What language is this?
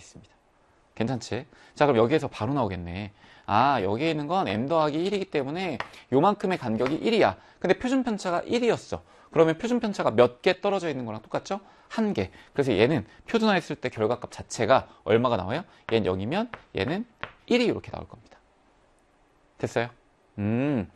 Korean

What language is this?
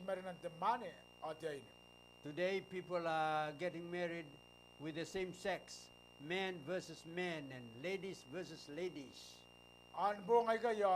Gilbertese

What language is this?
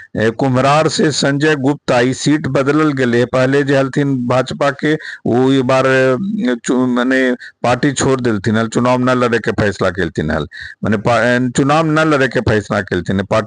Magahi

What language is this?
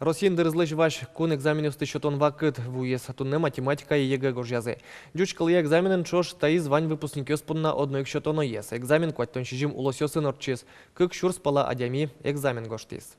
Udmurt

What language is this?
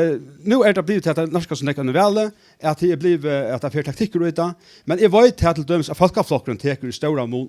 Faroese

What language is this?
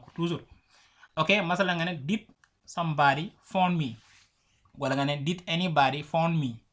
Wolof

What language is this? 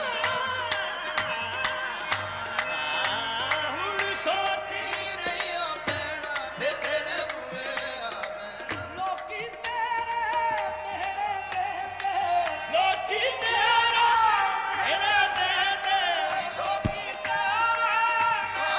Punjabi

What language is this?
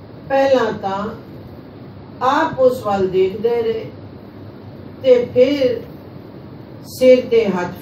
Punjabi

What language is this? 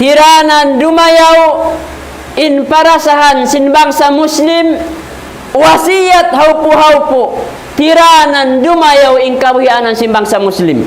Tausug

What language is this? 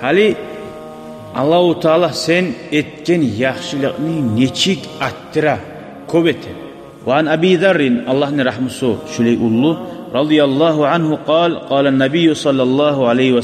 Kumyk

